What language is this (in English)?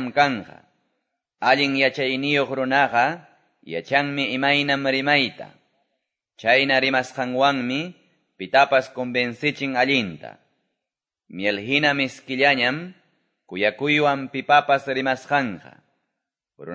Quechua